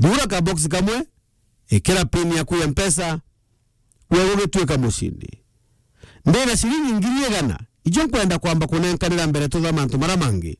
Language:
Meru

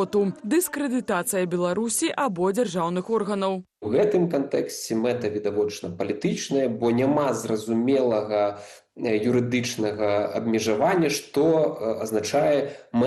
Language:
Belarusian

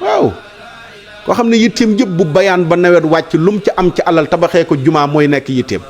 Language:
Wolof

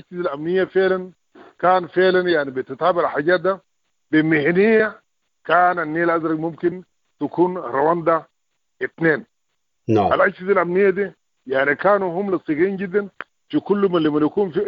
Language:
Sudanese Arabic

